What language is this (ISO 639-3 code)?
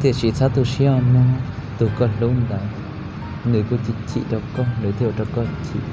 hmn